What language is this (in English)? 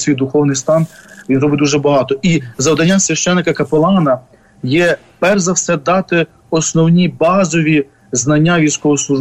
Ukrainian